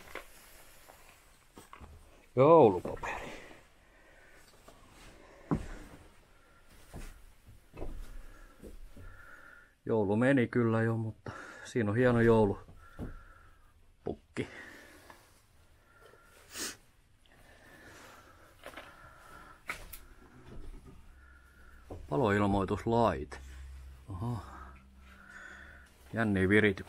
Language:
Finnish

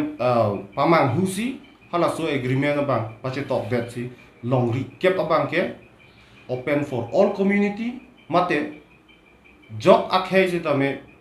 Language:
Karbi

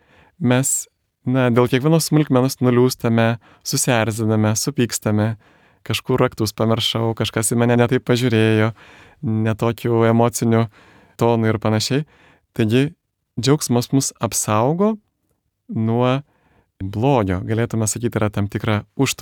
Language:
Lithuanian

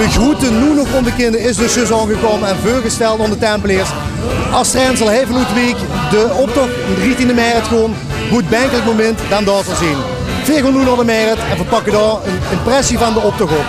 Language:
Limburgish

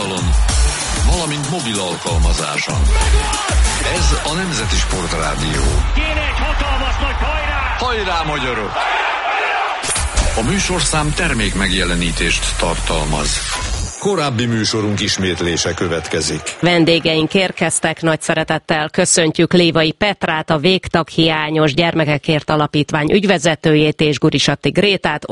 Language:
Hungarian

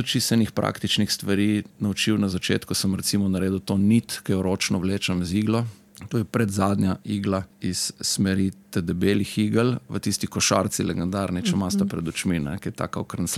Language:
Slovenian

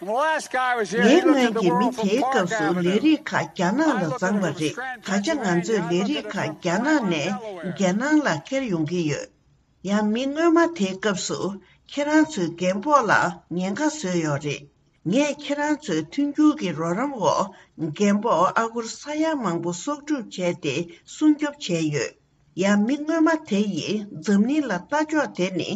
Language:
Tibetan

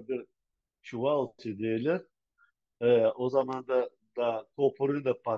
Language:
Crimean Tatar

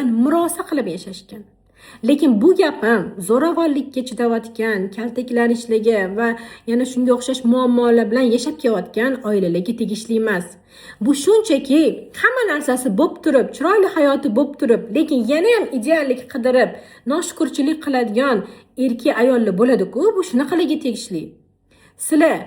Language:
Uzbek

